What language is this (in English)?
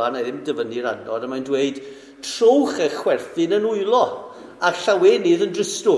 Welsh